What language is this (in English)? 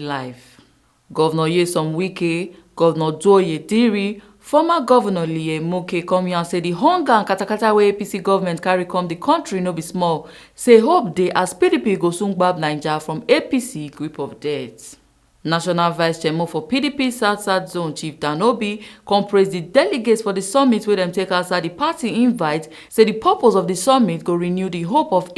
Nigerian Pidgin